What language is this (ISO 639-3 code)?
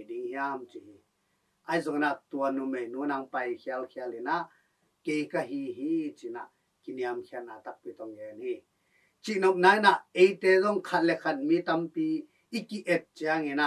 ctd